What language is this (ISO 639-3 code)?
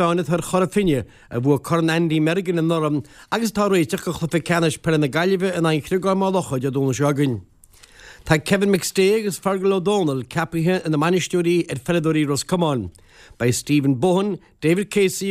gle